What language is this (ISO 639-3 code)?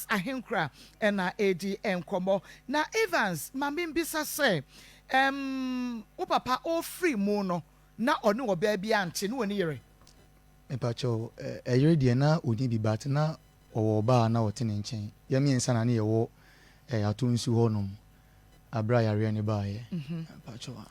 aka